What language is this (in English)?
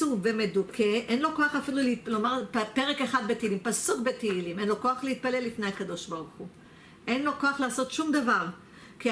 Hebrew